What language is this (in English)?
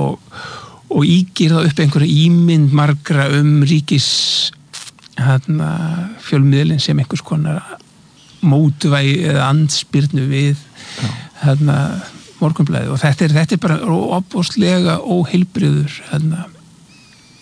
Icelandic